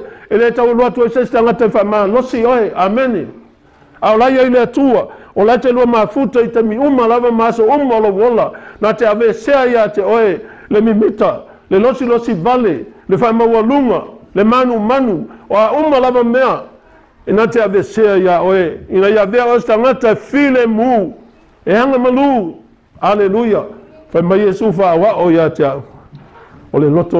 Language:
Samoan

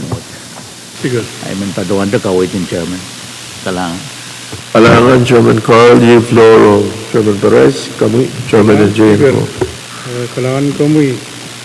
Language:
Pohnpeian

